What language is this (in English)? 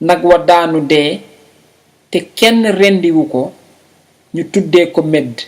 Wolof